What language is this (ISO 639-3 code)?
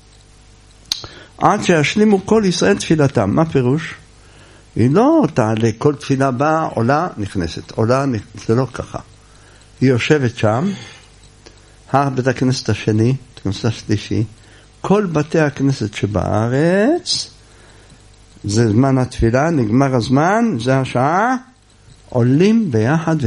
heb